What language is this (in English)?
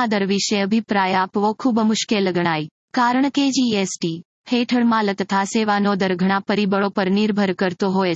Gujarati